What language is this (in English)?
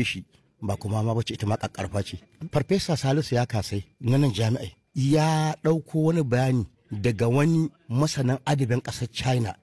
Hausa